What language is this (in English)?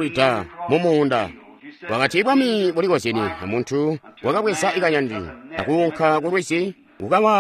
Tonga (Zambia)